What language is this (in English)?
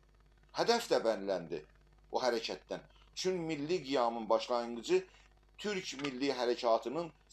South Azerbaijani